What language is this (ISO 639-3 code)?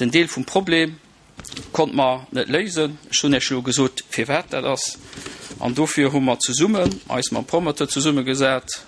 ltz